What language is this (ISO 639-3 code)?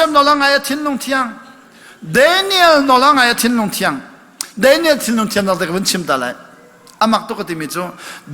cnh